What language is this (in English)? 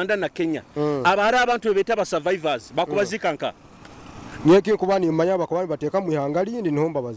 Nyoro